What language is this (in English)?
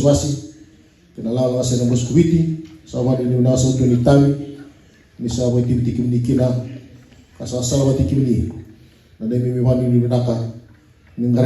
Fijian